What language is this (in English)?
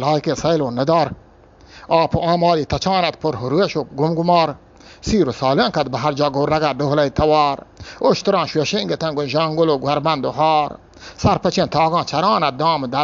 Eastern Balochi